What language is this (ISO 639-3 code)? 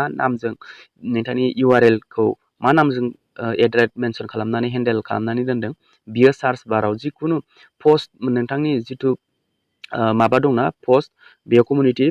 brx